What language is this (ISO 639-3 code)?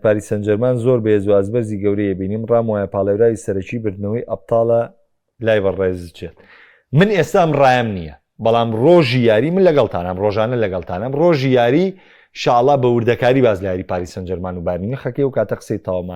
ckb